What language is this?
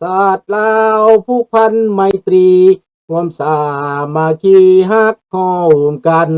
Lao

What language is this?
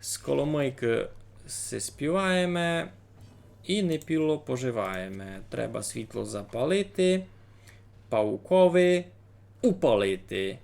Rusyn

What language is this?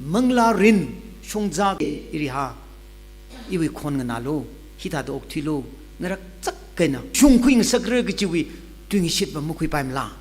Tangkhul Naga (India)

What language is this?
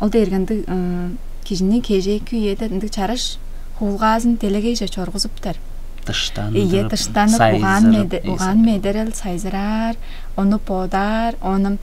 Tuvinian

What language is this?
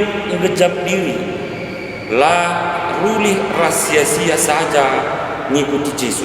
Batak Karo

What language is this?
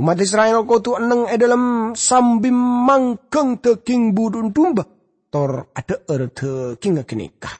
Madurese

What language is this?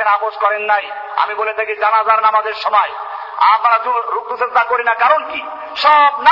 Bangla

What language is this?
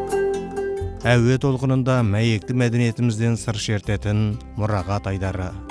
Kazakh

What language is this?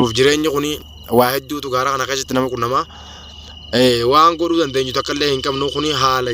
Oromo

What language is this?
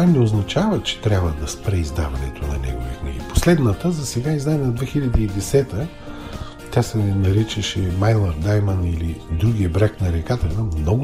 Bulgarian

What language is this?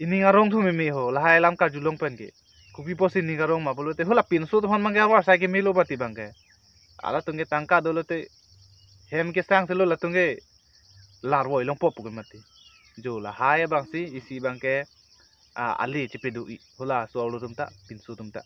Karbi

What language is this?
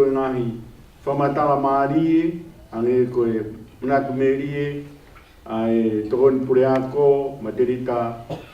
Tongan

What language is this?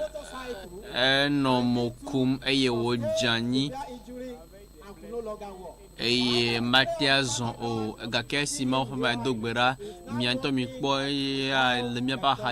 Ewe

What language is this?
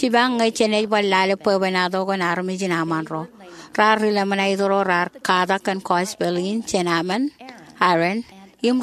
Marshallese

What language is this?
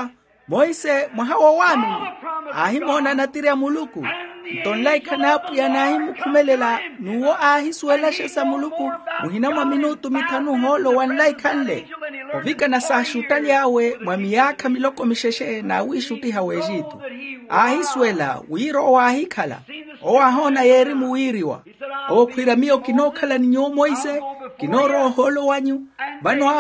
Makhuwa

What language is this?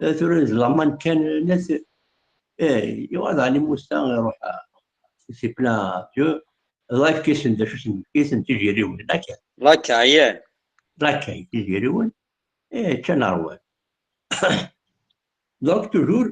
Kabyle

